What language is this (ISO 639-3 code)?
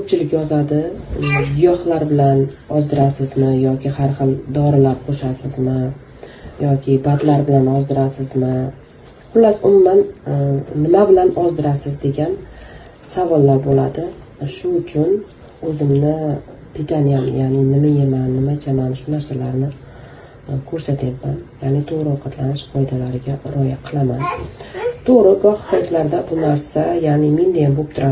uzb